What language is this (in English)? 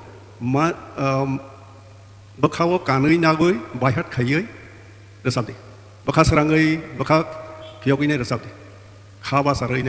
Kok Borok